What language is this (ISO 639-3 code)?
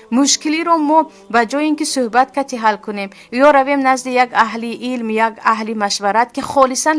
tgk